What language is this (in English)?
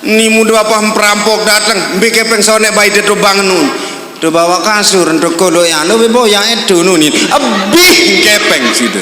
Sasak